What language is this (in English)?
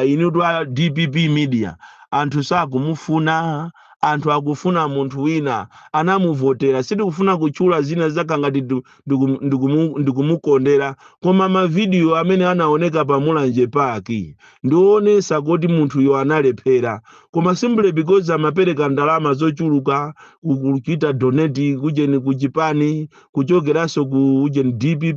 Nyanja